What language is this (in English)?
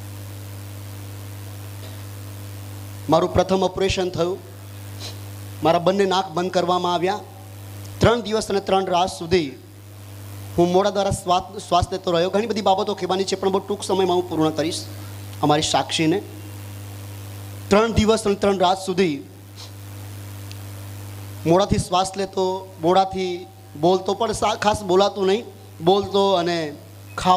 Gujarati